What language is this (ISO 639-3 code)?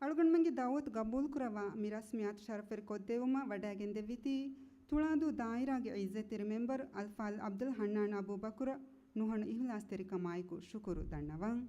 div